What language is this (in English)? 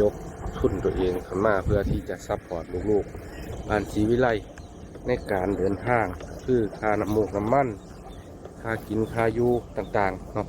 Northeastern Thai